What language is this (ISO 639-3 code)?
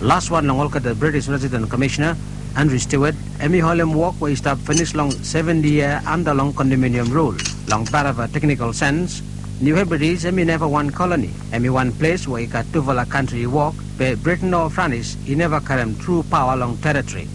bis